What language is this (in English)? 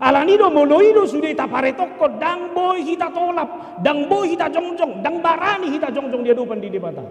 Batak Toba